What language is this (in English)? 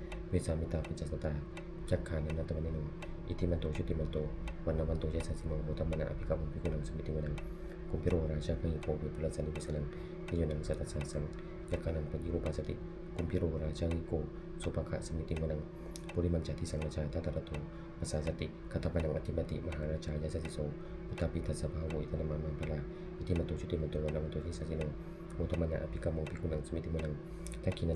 Pali